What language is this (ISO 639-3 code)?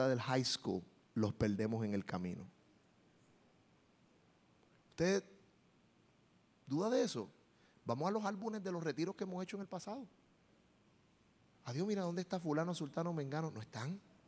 spa